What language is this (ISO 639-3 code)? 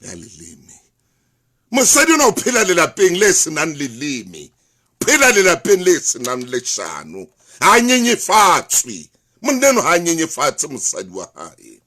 sot